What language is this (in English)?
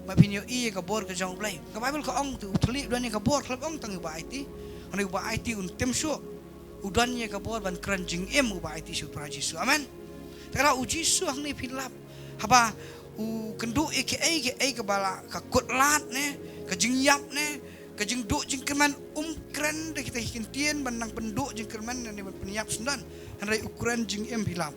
Khasi